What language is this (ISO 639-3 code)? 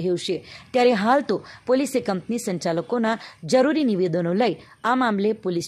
guj